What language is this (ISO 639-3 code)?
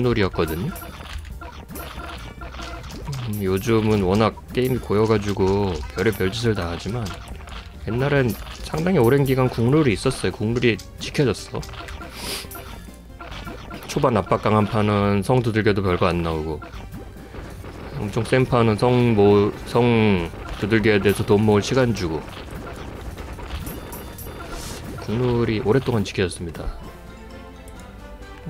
kor